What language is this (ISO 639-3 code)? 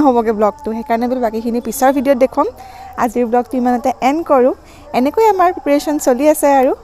asm